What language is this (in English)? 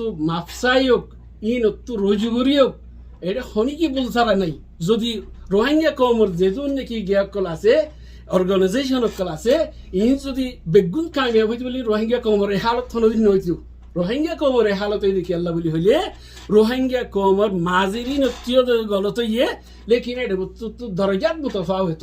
Rohingya